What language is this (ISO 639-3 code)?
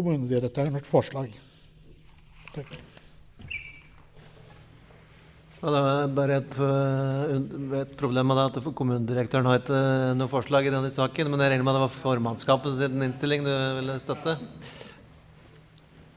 nor